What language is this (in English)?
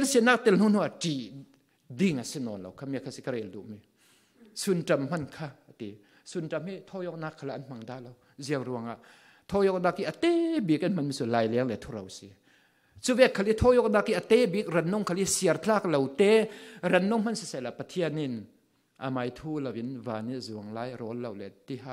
Falam Chin